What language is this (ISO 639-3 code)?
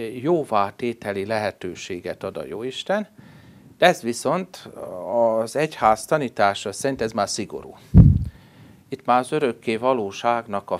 hun